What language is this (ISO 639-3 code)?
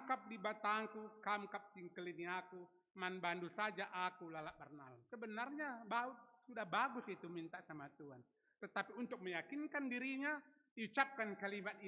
btx